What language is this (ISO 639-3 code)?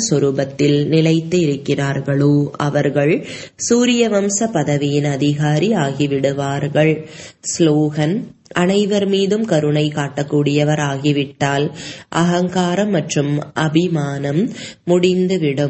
tam